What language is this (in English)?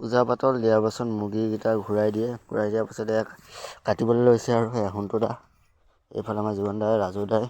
Assamese